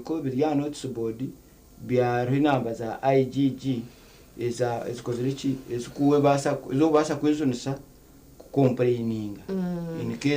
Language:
Nyankole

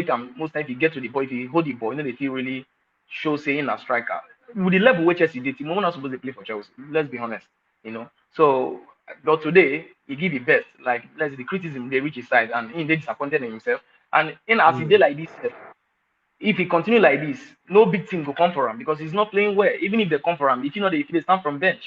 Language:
Nigerian Pidgin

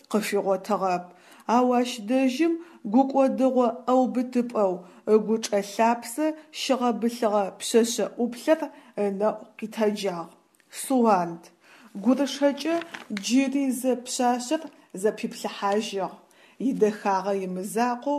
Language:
Adyghe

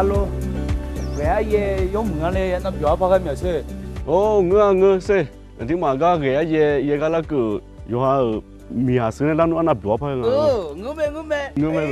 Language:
Akha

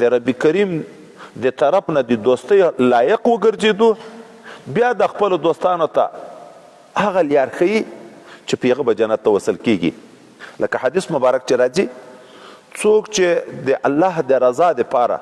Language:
Pashto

